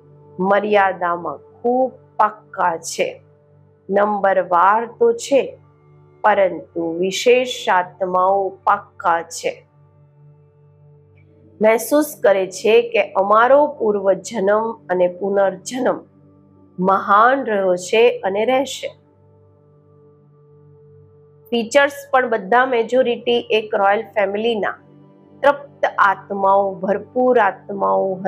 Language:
Gujarati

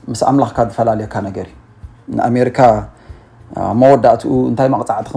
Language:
Tigrinya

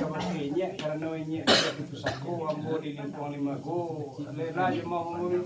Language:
Minangkabau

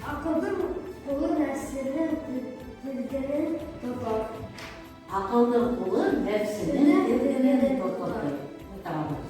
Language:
Bashkir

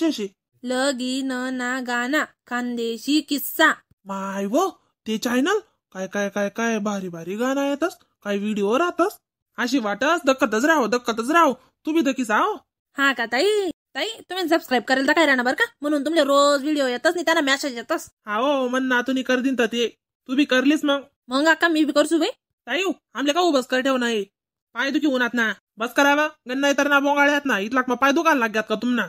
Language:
Khandesi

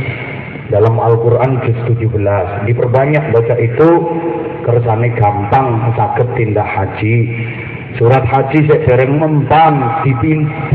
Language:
Javanese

